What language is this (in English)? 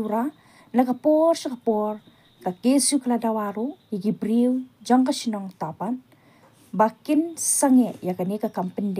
Khasi